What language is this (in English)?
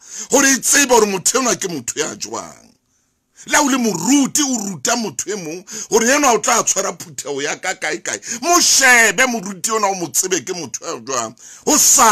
Southern Sotho